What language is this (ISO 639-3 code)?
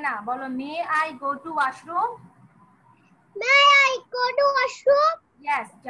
ben